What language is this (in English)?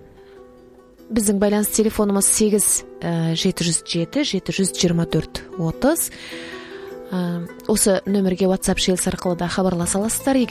Kazakh